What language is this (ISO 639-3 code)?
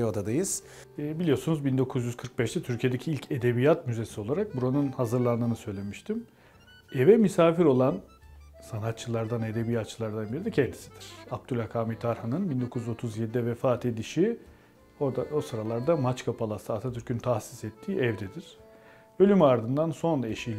tur